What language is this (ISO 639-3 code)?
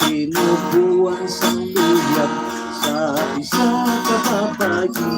hil